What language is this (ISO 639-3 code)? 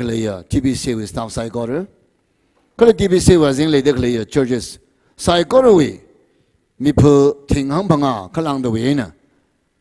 nmf